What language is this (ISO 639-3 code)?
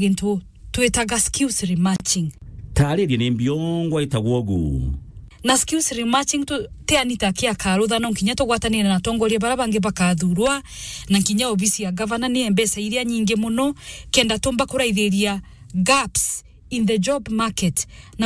mer